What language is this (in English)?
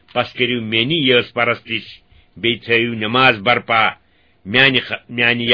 Kashmiri